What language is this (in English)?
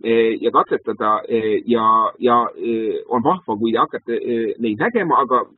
Estonian